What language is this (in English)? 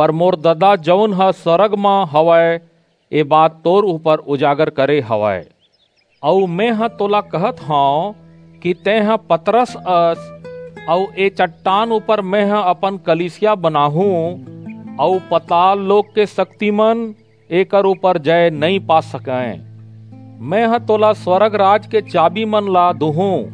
Chhattisgarhi